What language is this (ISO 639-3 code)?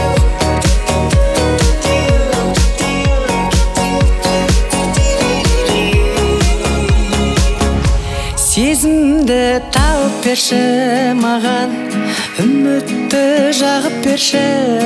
kaz